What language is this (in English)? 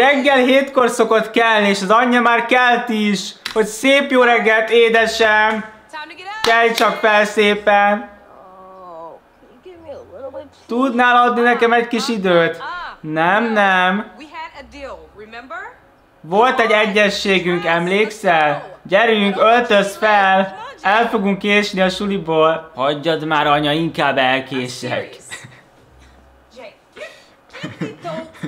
Hungarian